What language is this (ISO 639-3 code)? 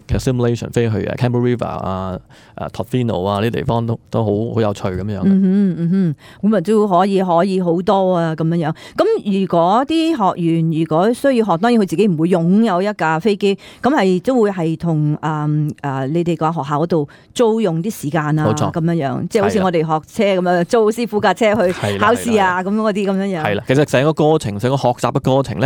yue